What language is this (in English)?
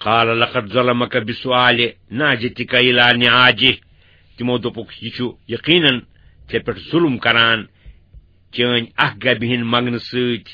Kashmiri